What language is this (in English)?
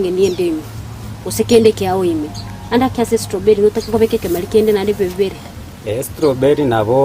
Gusii